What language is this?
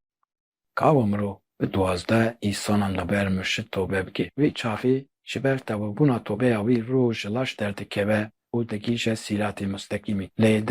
Kurdish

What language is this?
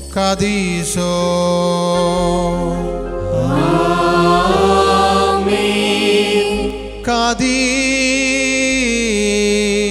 Malayalam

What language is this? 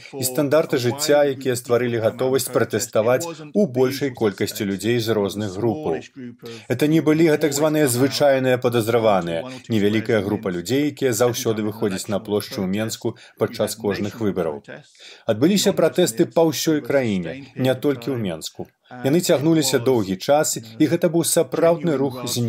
Belarusian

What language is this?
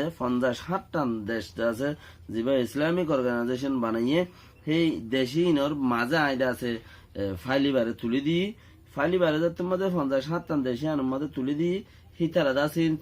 Rohingya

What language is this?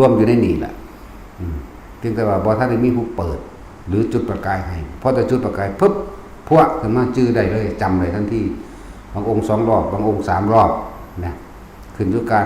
Lao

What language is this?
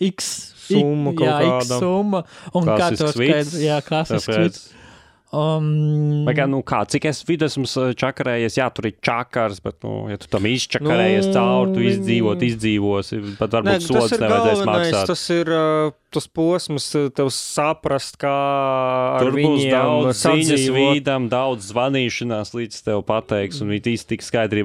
Latvian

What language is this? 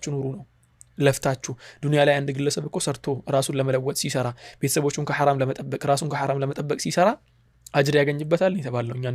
Amharic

